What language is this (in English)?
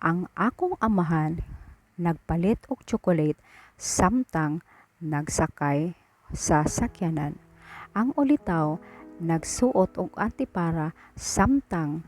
Cebuano